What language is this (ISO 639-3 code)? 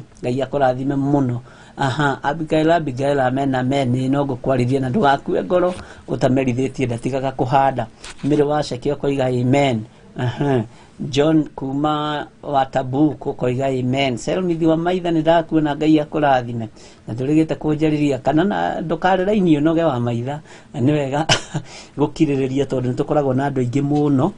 kik